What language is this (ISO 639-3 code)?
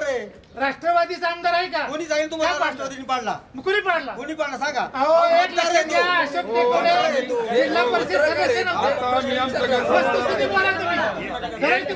mar